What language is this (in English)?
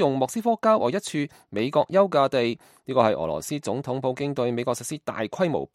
Cantonese